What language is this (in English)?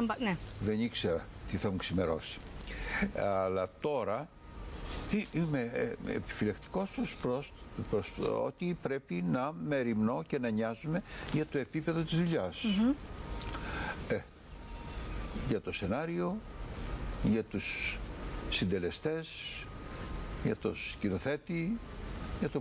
Greek